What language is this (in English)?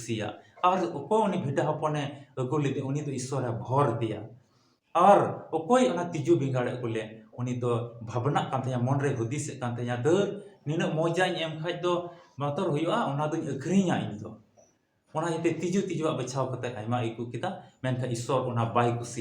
Santali